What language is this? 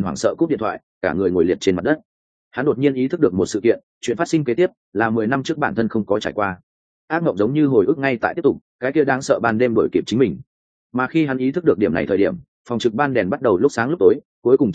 Vietnamese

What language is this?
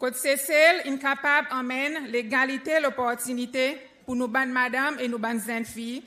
Seselwa Creole French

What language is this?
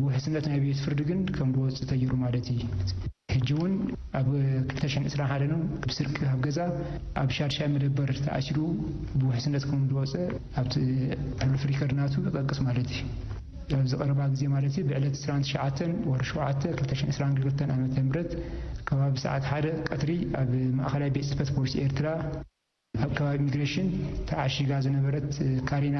Tigrinya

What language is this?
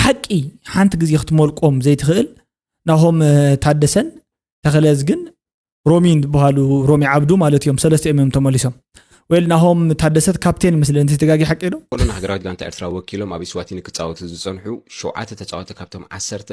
Tigrinya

